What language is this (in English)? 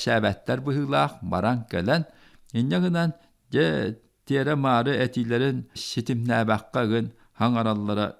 Yakut